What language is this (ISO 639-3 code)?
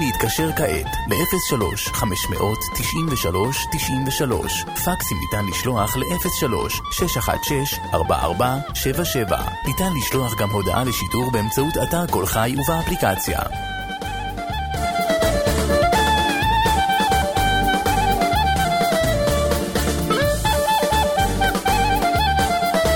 heb